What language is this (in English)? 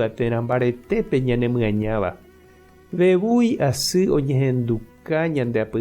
Guarani